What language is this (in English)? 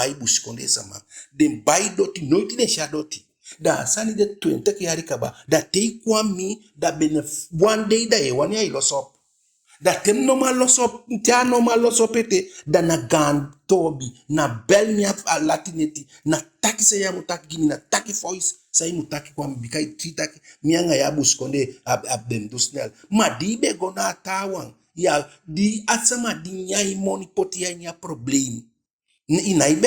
Eastern Maroon Creole